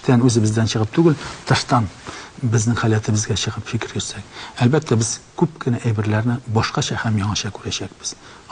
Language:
Bashkir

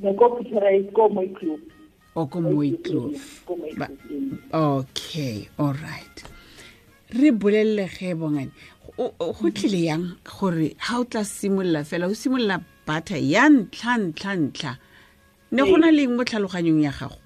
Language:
Tswana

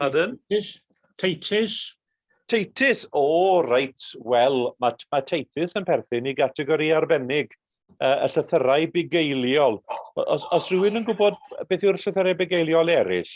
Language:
Welsh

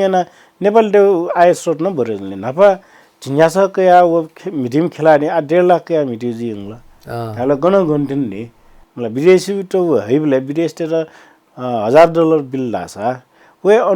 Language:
Newari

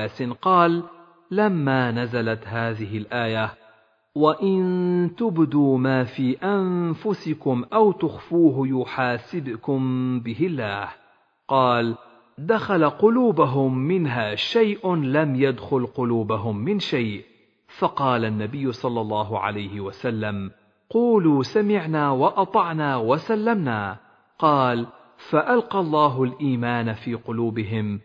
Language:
Arabic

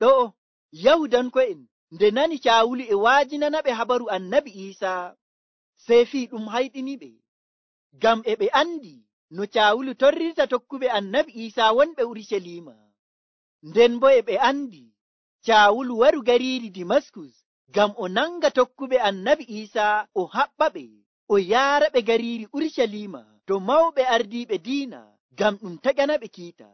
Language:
Nigerian Fulfulde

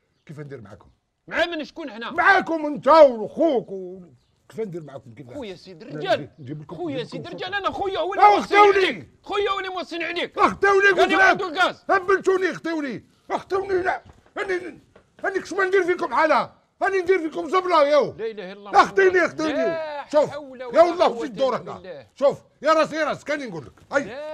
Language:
Algerian Arabic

